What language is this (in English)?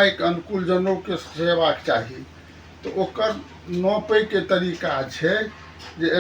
Maithili